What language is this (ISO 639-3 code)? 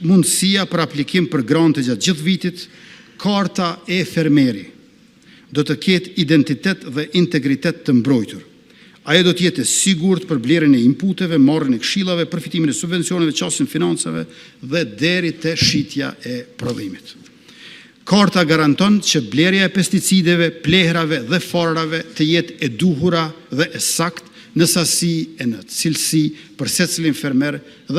sqi